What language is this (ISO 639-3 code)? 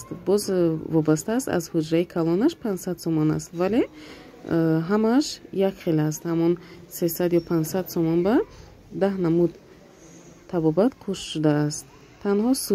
tgk